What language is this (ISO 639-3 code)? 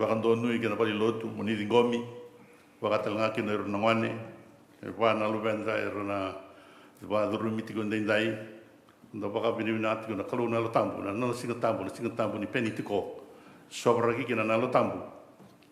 fij